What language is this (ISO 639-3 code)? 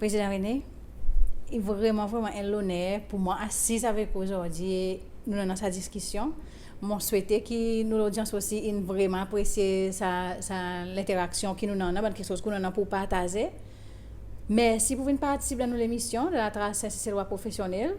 crs